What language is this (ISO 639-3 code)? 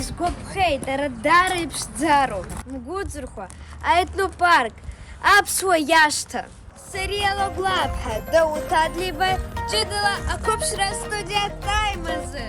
abk